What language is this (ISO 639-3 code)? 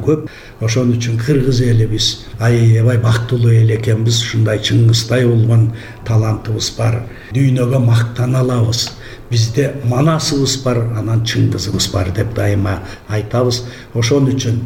kir